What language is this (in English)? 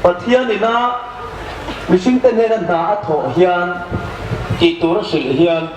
Hmar